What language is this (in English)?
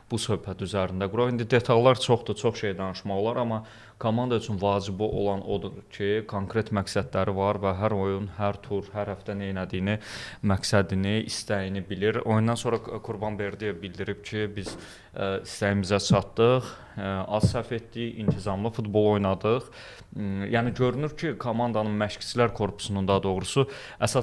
Azerbaijani